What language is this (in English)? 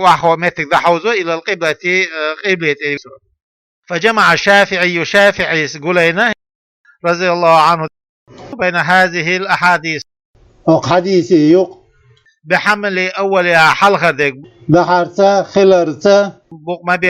Chechen